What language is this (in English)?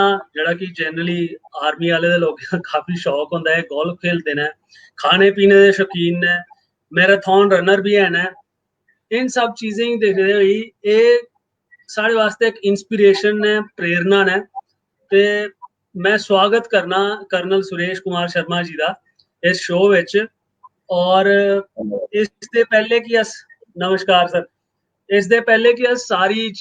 Dogri